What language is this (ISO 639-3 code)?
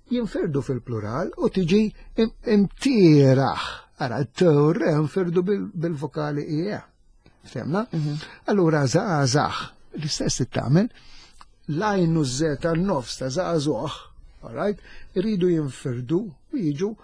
mlt